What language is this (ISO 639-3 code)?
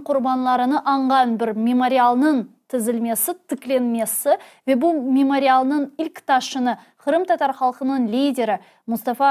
crh